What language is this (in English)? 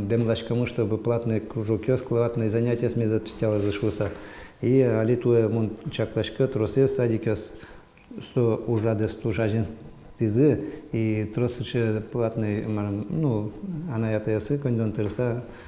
Udmurt